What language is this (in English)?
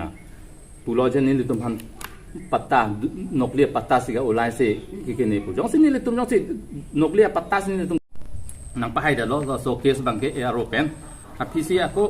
Karbi